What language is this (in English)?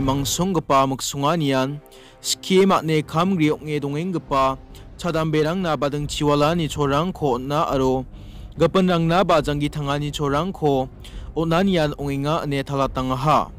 Garo